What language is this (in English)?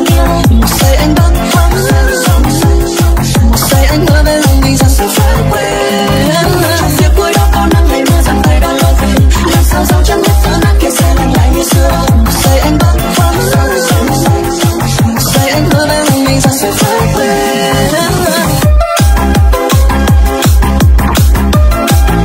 Vietnamese